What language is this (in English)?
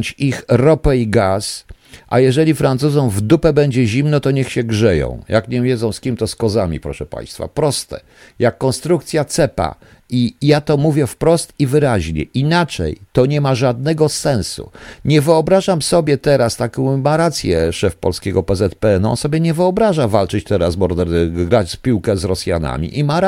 Polish